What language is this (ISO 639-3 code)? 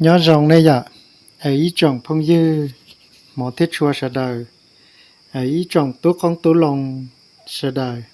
hmn